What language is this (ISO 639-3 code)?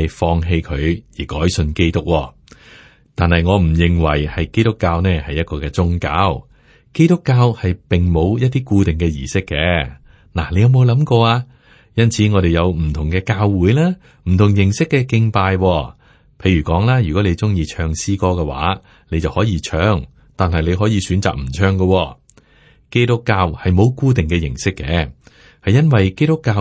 yue